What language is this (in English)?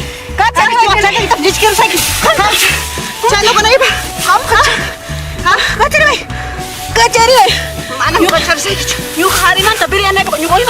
Ayacucho Quechua